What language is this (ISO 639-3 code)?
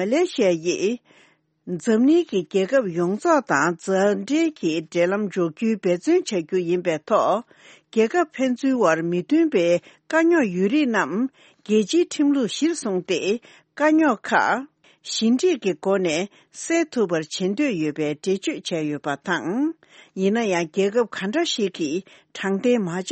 bod